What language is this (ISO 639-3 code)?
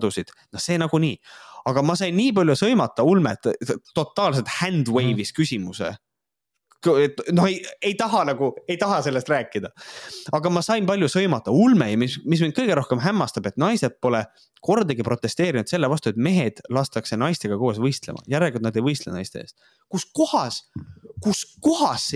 est